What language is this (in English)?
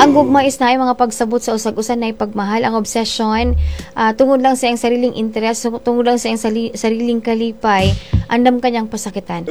Cebuano